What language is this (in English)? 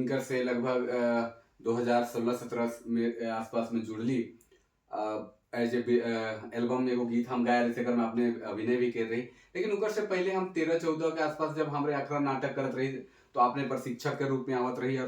Sadri